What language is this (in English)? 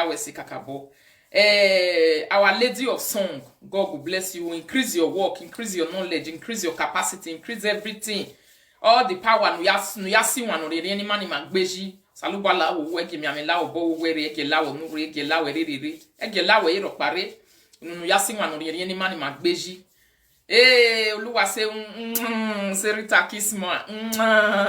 Nigerian Pidgin